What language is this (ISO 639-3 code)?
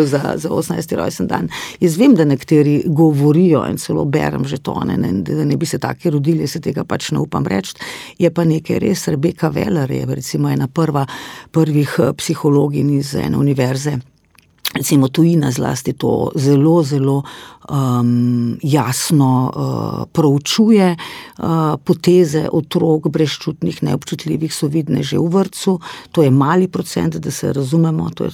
slv